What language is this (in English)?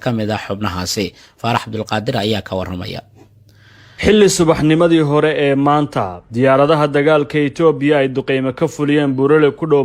Somali